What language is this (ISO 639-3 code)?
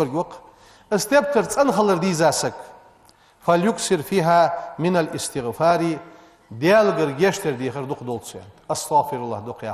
inh